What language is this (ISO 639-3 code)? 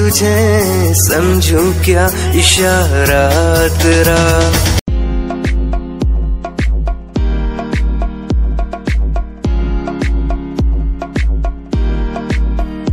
hin